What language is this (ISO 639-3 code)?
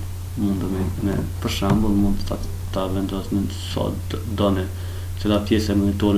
sqi